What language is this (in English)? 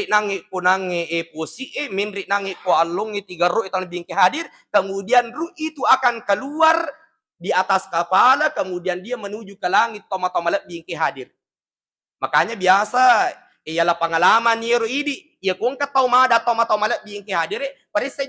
Buginese